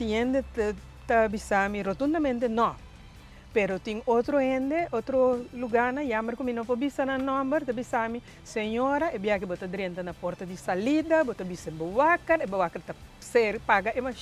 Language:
Papiamento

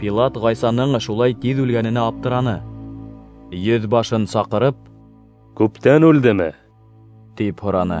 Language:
Bashkir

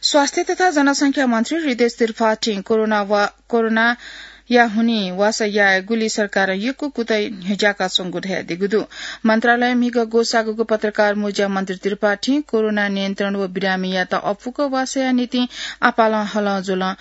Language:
Newari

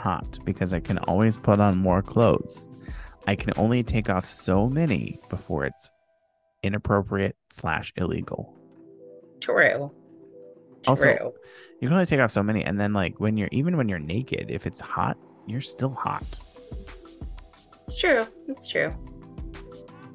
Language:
English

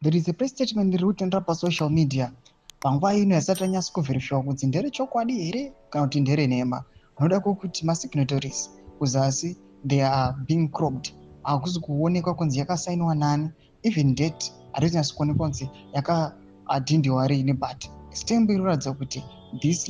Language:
Shona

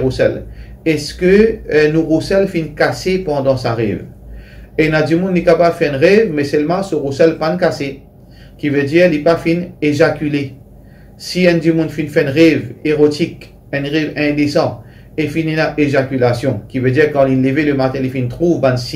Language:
Morisyen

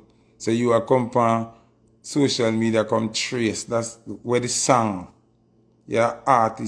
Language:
Jamaican Creole English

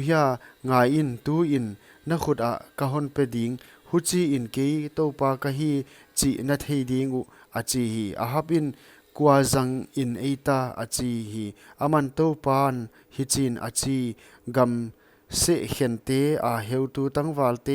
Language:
Paite Chin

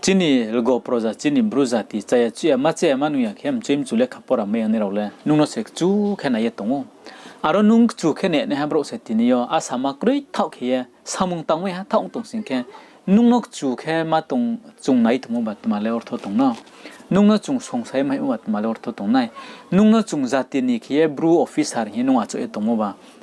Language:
Riang (India)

